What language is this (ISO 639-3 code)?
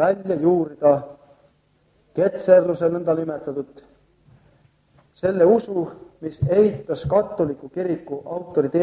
est